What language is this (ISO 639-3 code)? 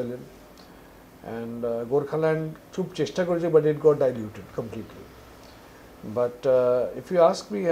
ben